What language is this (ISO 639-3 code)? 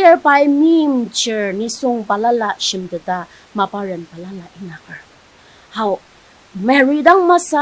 njo